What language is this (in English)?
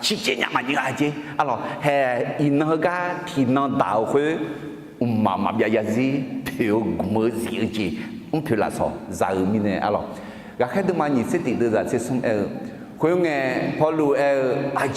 Akha